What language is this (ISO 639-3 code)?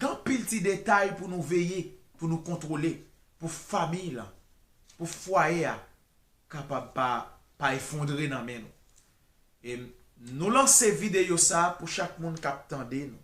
hat